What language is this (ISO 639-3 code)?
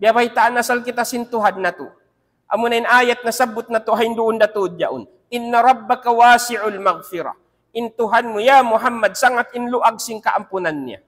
tsg